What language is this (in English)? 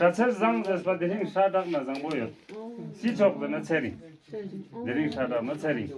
Tibetan